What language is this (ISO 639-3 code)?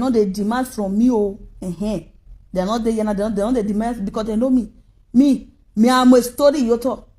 pcm